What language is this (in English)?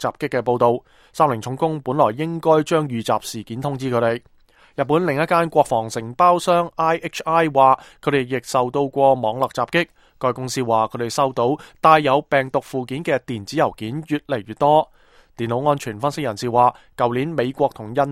Cantonese